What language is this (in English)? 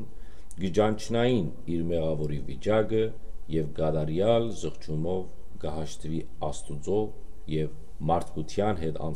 Western Armenian